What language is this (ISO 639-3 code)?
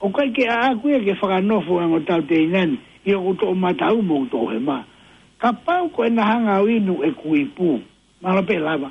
ton